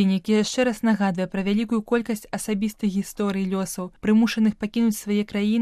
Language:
Belarusian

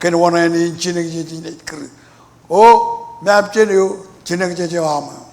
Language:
Marshallese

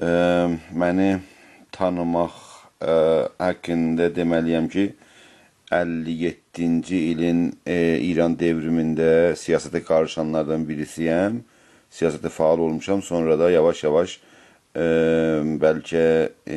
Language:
South Azerbaijani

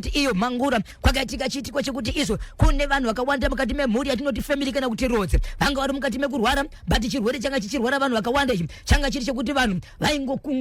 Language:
Shona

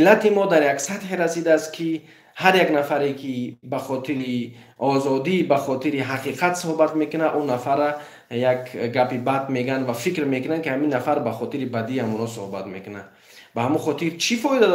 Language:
Tajik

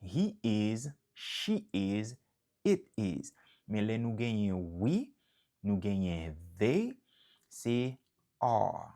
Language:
Haitian Creole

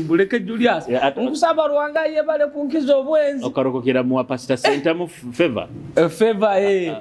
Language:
Nyoro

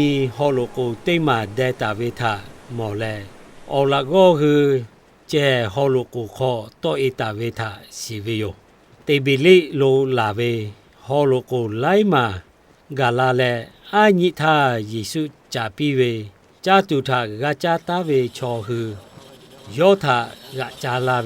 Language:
Lahu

